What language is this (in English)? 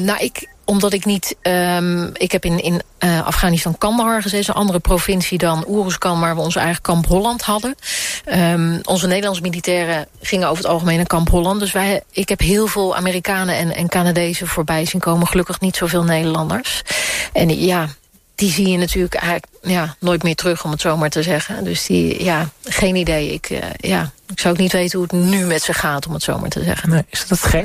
Dutch